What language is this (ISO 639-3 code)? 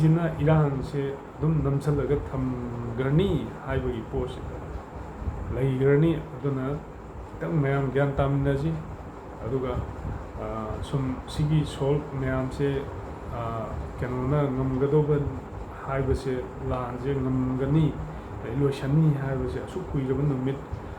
mni